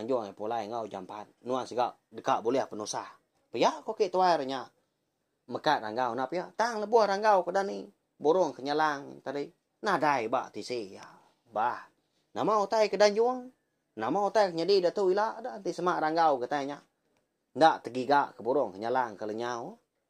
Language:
Iban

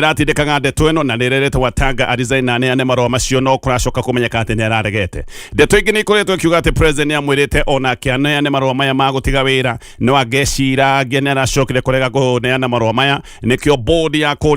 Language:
Kikuyu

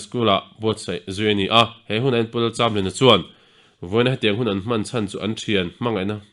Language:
Mizo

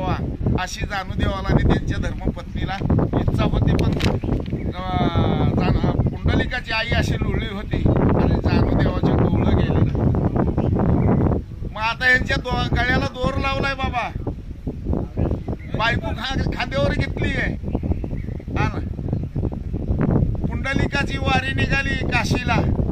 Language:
Marathi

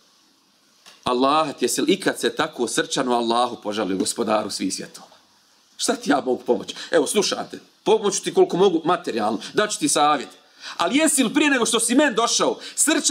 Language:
Bosnian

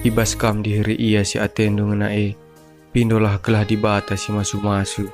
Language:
Batak Karo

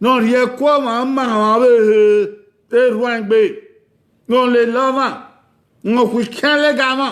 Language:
Bini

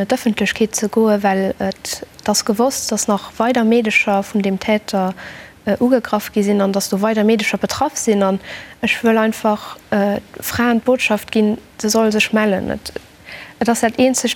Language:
Luxembourgish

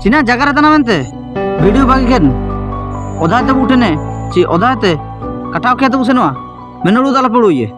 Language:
Ho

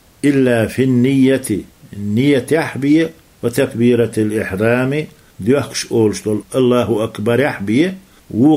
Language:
Chechen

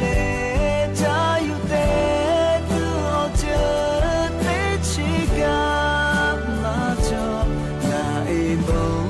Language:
Lahu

